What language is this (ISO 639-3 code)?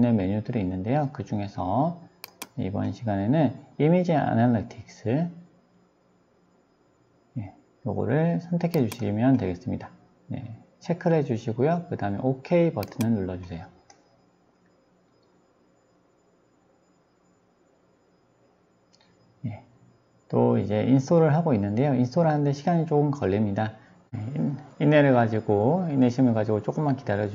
kor